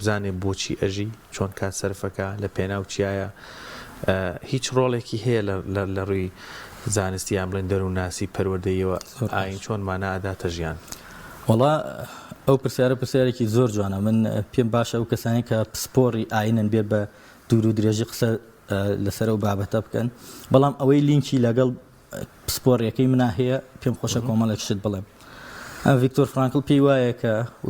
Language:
Central Kurdish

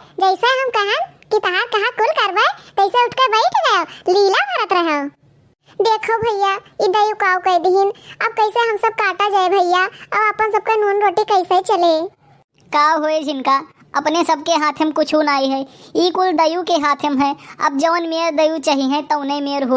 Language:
Awadhi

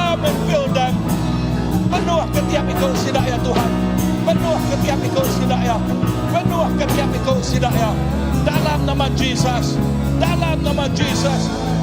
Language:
Iban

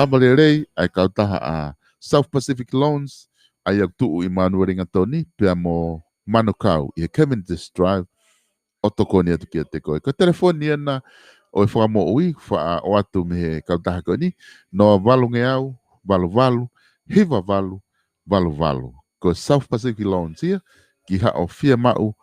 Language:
Tongan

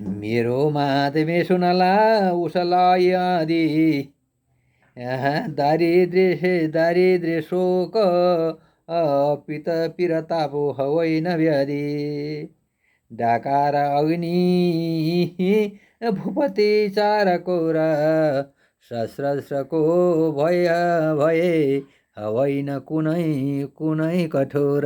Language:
Nepali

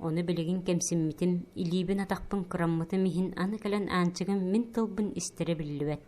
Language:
Yakut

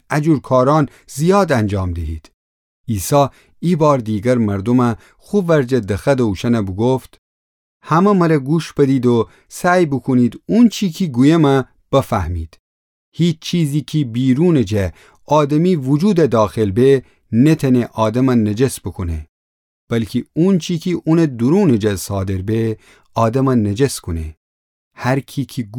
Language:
Gilaki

